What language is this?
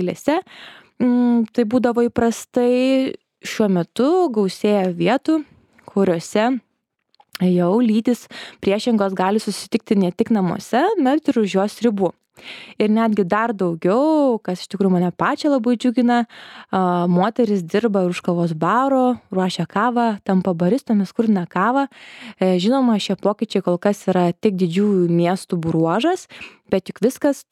Lithuanian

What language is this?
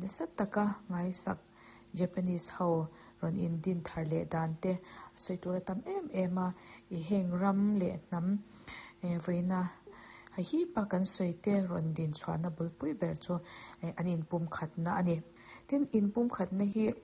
Mizo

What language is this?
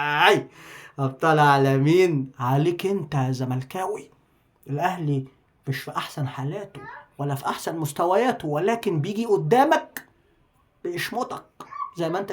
Egyptian Arabic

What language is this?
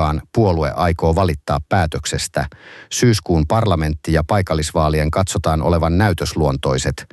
Finnish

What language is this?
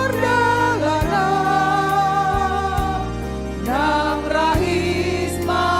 Batak Toba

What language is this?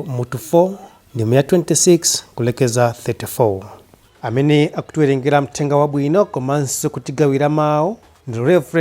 Nyanja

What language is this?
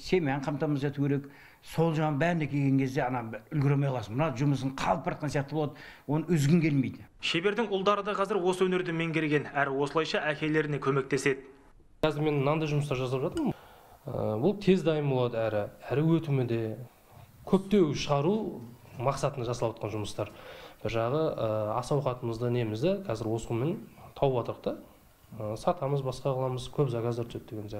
Kazakh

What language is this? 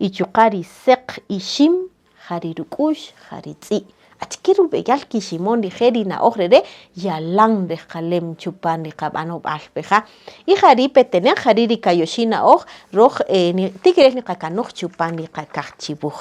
Kaqchikel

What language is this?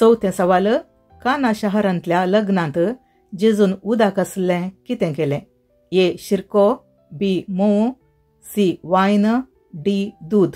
Konkani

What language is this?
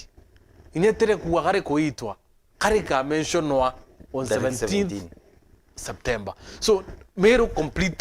Meru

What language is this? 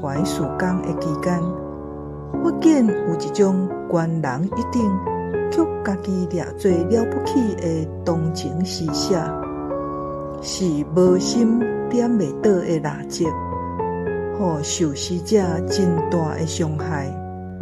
Min Nan Chinese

